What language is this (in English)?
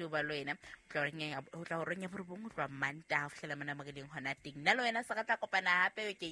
Southern Sotho